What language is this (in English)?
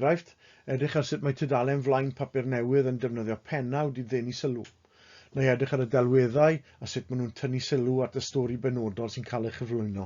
Welsh